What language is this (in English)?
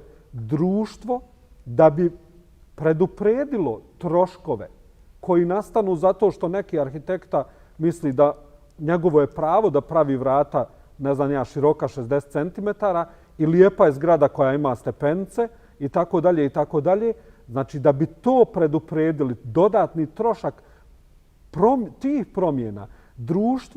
Bosnian